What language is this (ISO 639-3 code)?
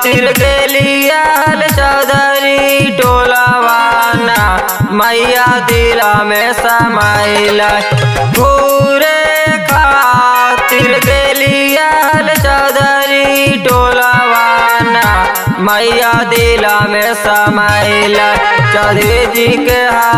mag